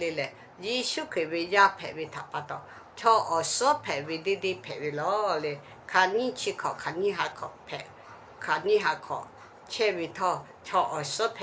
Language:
Lahu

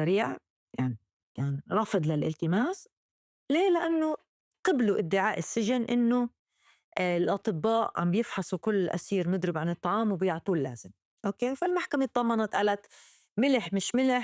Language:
North Levantine Arabic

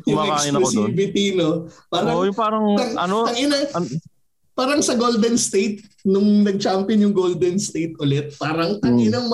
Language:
Filipino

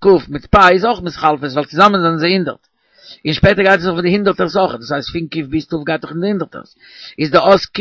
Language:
Yiddish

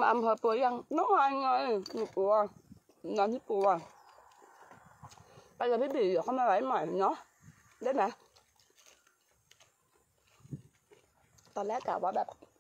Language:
Thai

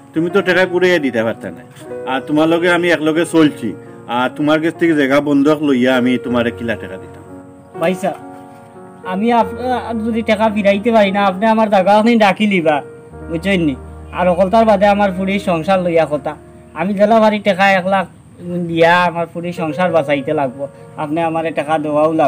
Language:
Sylheti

